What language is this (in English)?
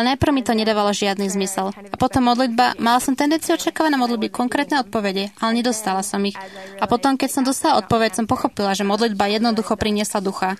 Slovak